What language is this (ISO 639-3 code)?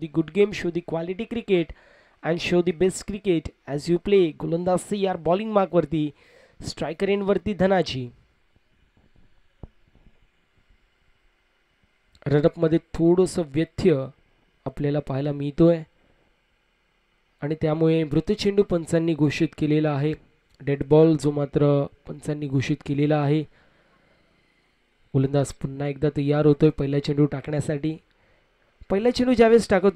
mar